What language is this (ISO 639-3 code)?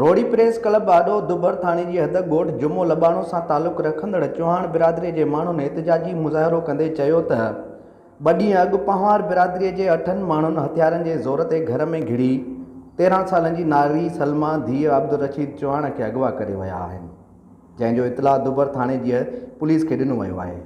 snd